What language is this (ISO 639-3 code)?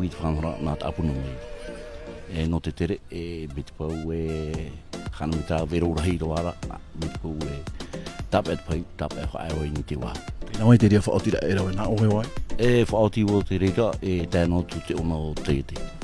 tah